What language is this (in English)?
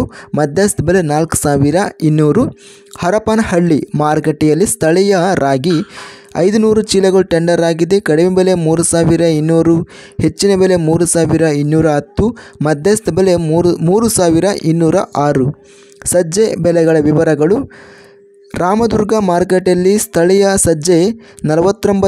Kannada